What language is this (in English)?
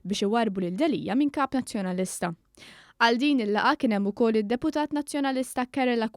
Maltese